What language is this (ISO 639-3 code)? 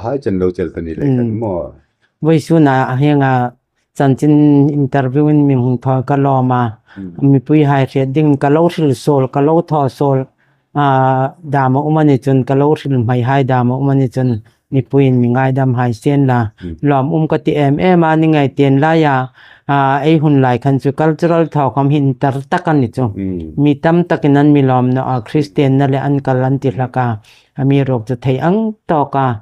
hmr